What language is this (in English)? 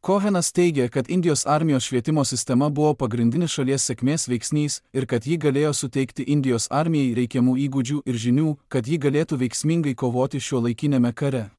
Lithuanian